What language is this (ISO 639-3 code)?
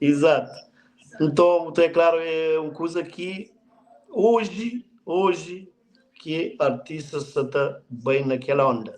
kea